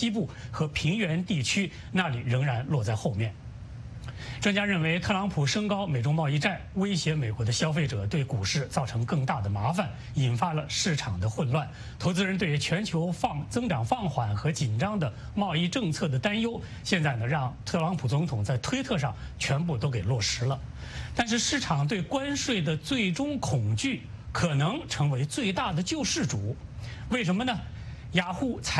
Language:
Chinese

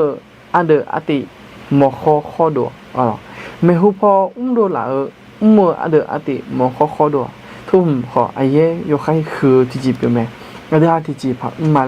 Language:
Akha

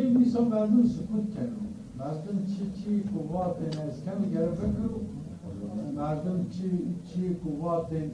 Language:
Zaza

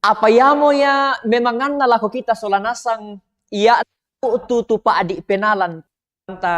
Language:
Toraja-Sa'dan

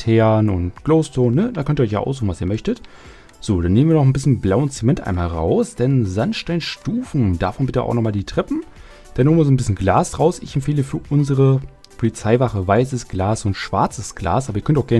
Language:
German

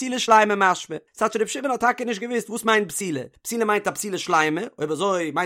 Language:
Yiddish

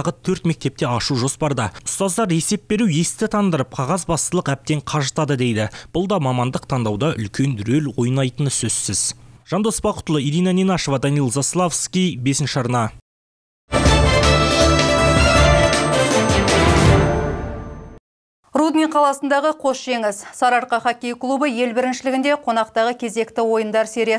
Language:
Kazakh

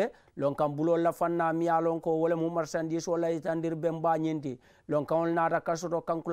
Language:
Mandingo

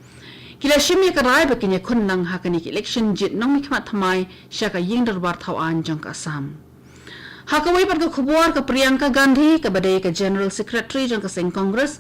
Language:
Khasi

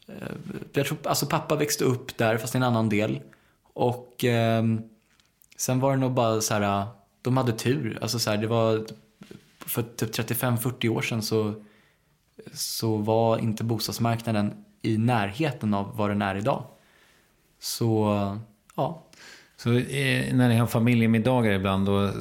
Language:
Swedish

